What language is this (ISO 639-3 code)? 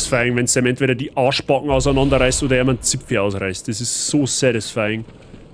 bar